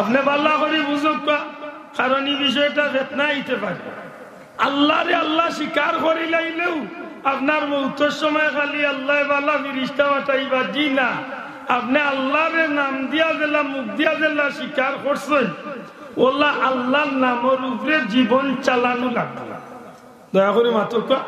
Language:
Sylheti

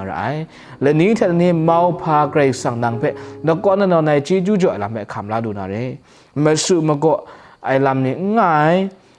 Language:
Kachin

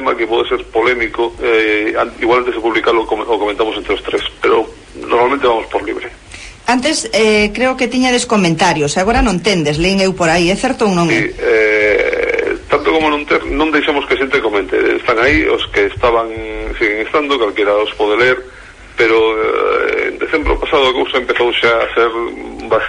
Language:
Galician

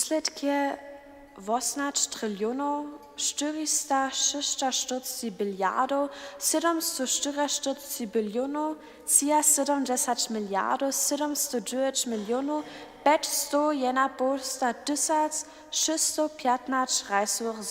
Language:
Upper Sorbian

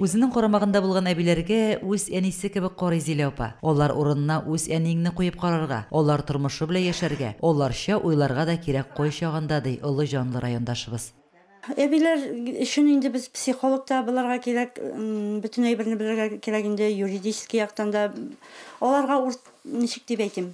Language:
Tatar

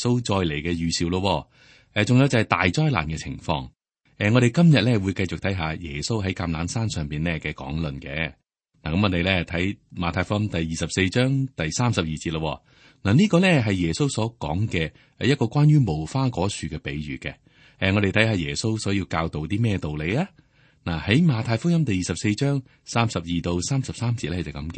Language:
Cantonese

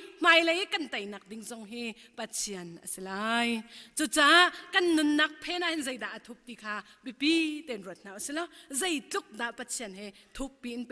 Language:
Hakha Chin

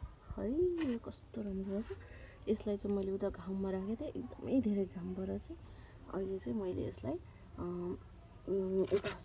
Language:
Nepali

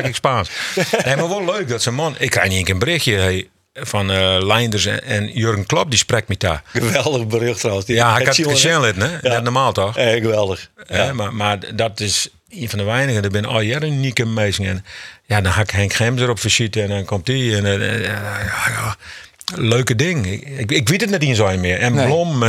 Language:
Western Frisian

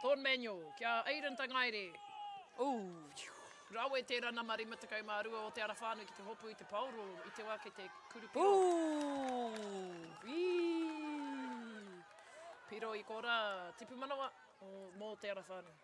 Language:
Māori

